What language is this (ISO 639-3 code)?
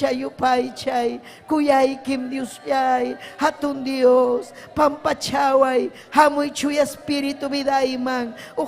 quy